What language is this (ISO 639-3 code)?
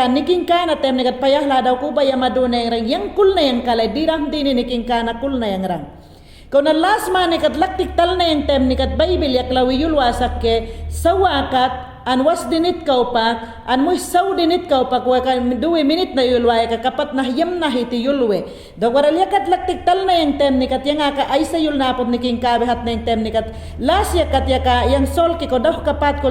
yan